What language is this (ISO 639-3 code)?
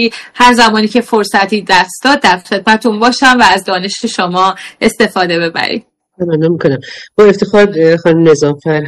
fas